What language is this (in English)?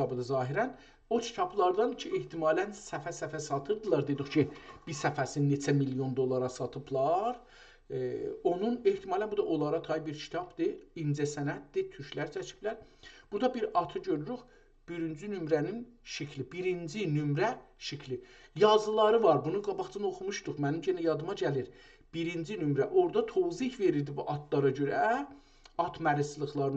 South Azerbaijani